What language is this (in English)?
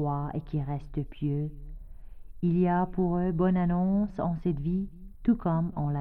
French